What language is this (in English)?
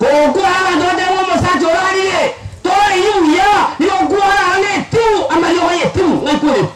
Gusii